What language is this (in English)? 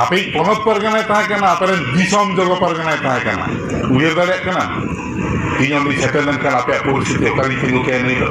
Santali